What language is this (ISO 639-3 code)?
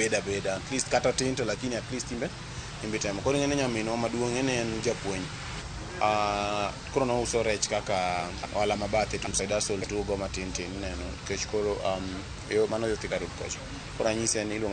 luo